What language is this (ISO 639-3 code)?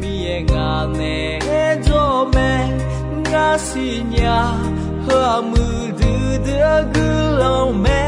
ahk